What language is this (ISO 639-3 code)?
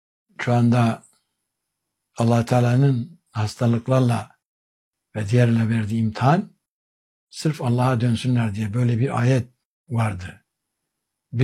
tur